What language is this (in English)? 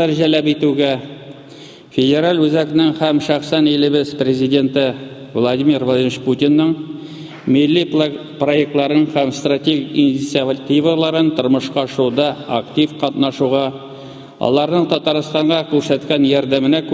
Tatar